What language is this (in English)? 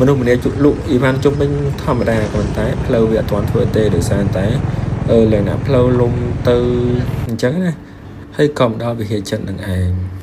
Khmer